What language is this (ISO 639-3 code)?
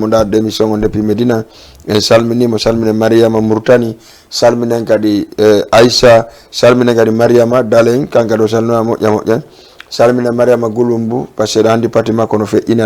ful